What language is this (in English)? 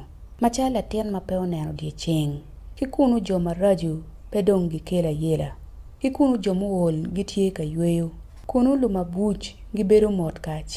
Acoli